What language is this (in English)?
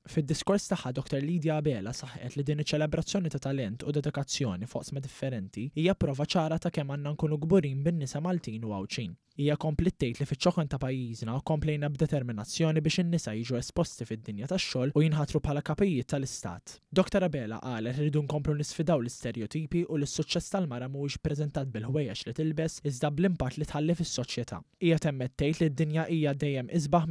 Maltese